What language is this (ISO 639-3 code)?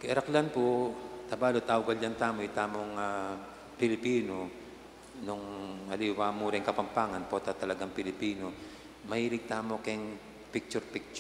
pam